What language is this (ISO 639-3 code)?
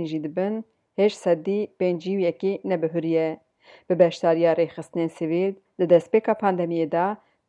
kur